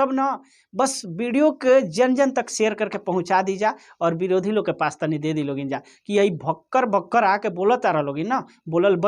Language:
Bhojpuri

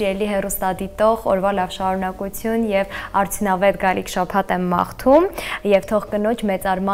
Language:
Armenian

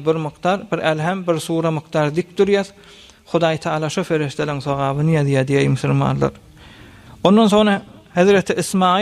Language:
Turkmen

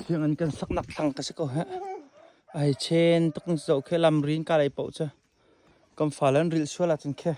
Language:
Hakha Chin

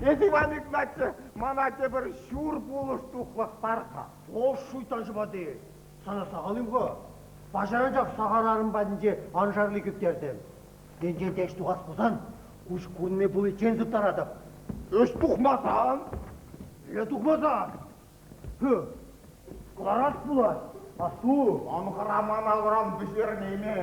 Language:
Chuvash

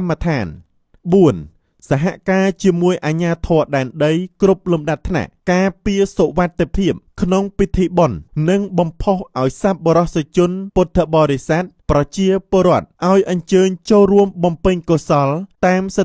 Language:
Khmer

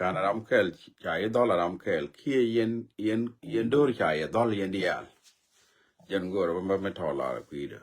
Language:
Nuer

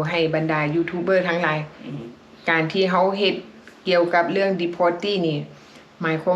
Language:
Lao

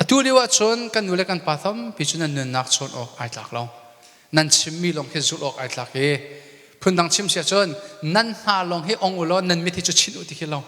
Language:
Hakha Chin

